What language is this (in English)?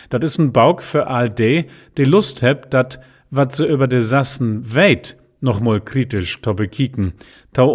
Low German